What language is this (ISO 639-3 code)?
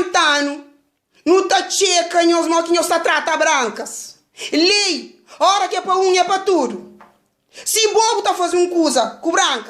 kea